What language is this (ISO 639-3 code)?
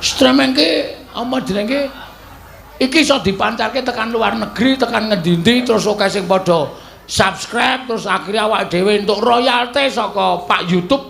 jav